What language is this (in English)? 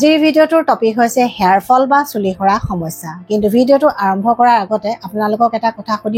Assamese